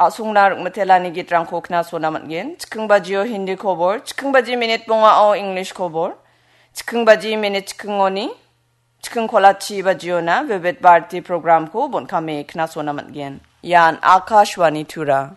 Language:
Garo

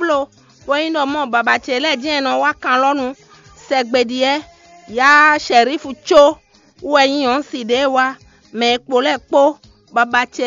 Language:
Fon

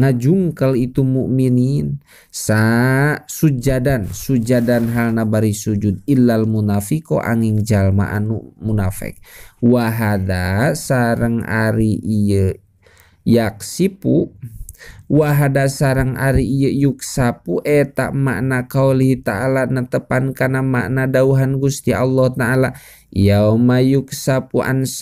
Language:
Sundanese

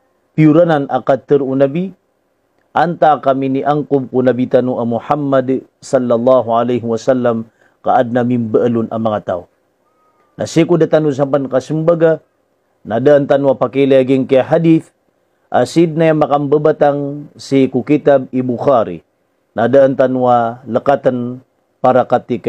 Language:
Maranao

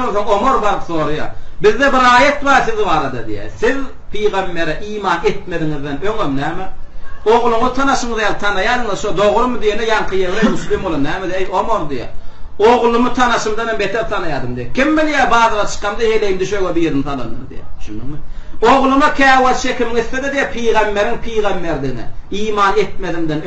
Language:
Turkmen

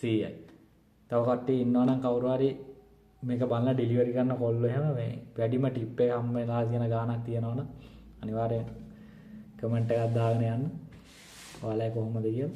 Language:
Sinhala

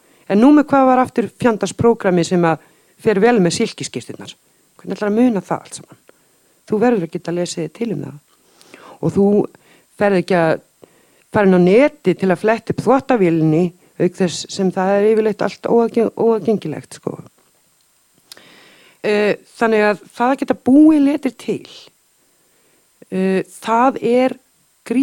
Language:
Icelandic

